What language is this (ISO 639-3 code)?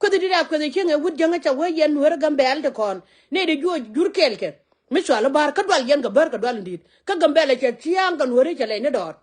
nus